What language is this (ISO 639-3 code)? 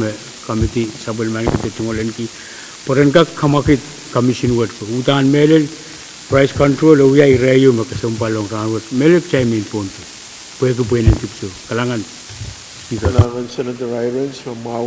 pon